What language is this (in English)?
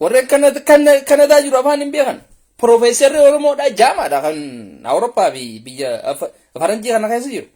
Oromo